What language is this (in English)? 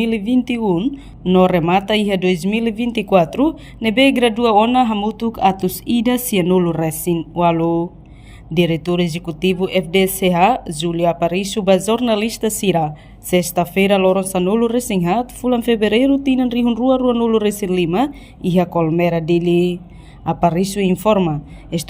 Tetum